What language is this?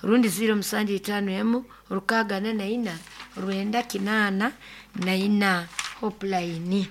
Nyoro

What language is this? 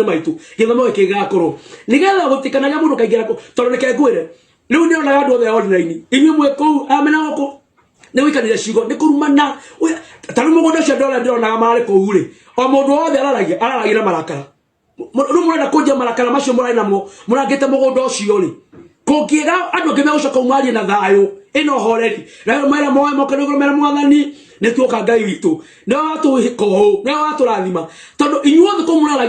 Kikuyu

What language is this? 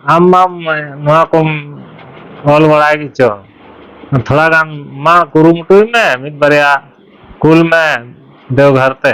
Santali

